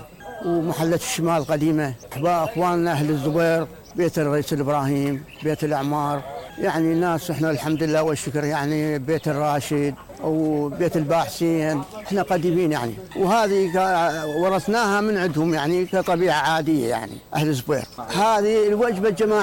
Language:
Mesopotamian Arabic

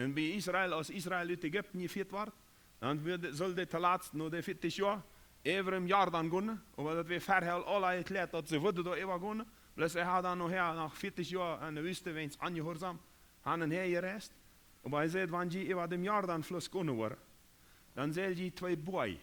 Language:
Plautdietsch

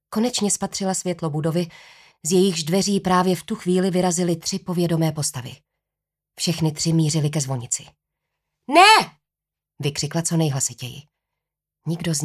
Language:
Czech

